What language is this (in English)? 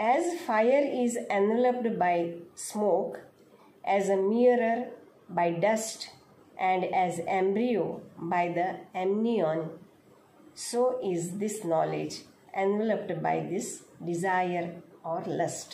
Konkani